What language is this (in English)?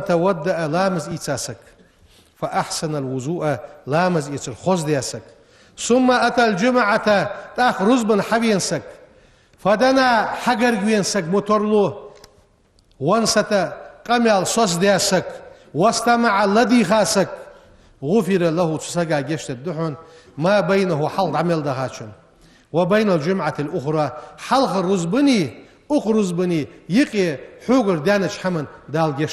Ingush